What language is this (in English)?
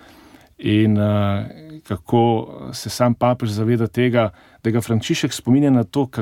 Slovenian